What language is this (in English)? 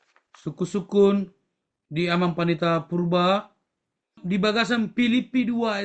Batak Toba